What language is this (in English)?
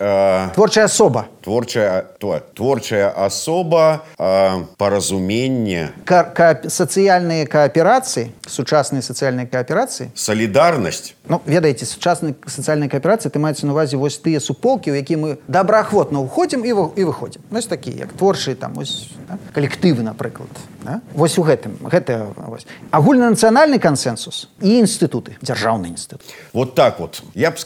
Belarusian